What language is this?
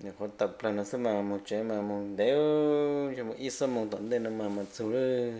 Hmong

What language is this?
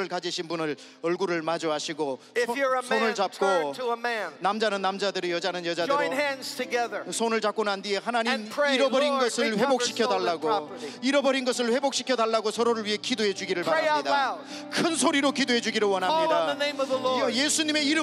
Korean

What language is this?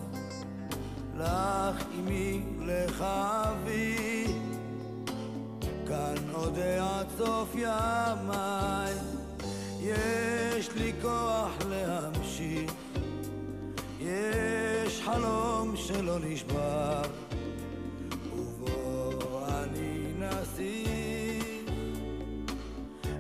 Hebrew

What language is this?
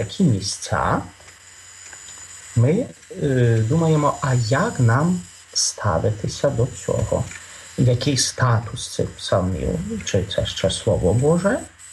Ukrainian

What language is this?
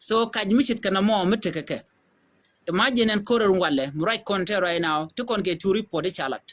Nuer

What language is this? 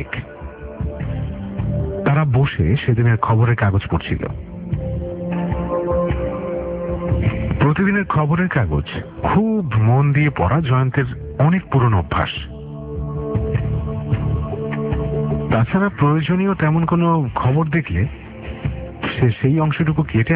Bangla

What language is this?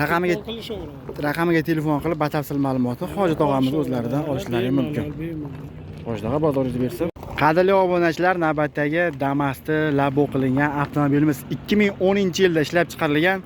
Uzbek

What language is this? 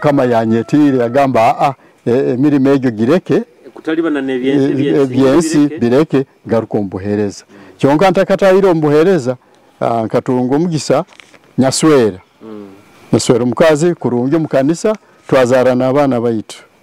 Nyoro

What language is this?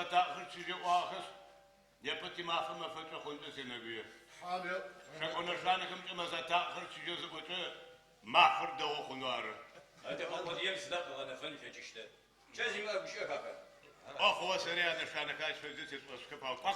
Adyghe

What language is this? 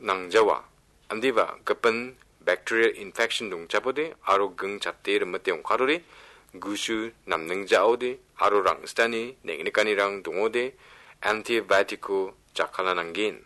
Garo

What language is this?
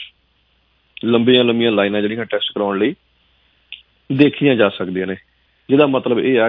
Punjabi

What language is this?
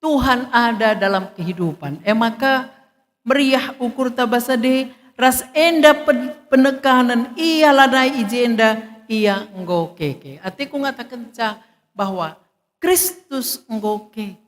Batak Karo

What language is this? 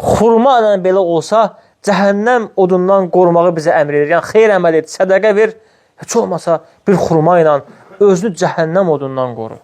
Azerbaijani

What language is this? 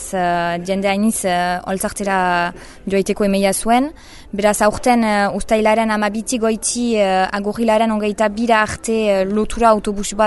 Basque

